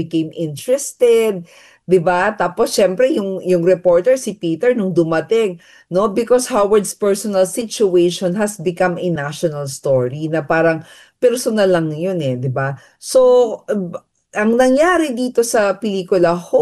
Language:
Filipino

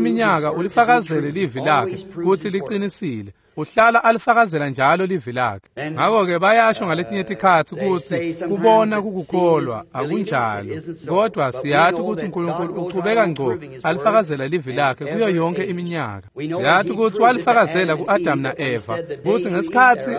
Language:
Swati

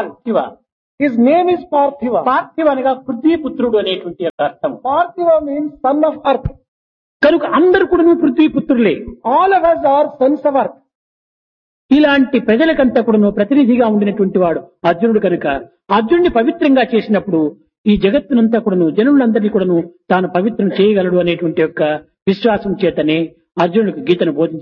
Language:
Telugu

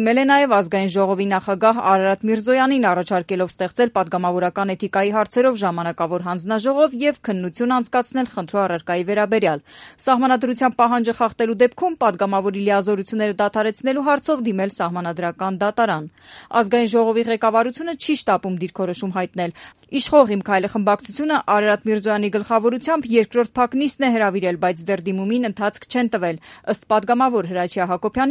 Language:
Armenian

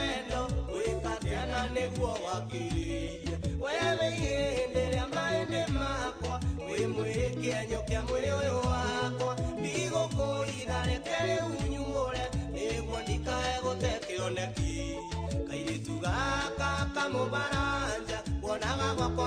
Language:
Kikuyu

